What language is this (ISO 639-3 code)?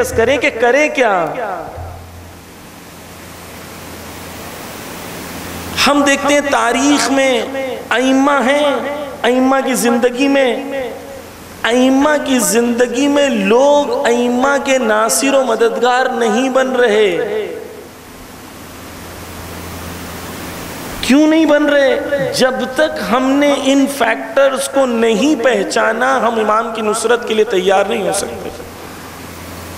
urd